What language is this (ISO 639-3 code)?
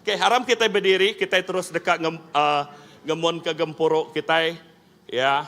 iba